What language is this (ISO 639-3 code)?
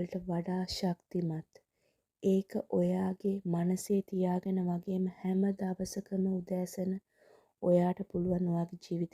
sin